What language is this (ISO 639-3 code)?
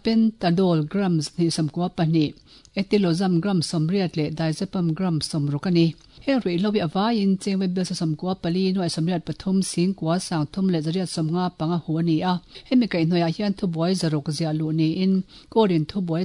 lus